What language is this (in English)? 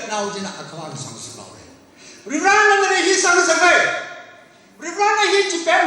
Tangkhul Naga (India)